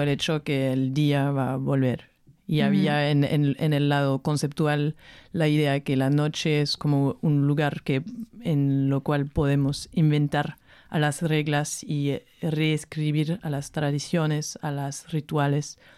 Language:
Spanish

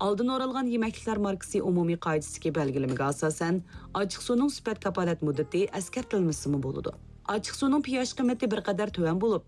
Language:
Uyghur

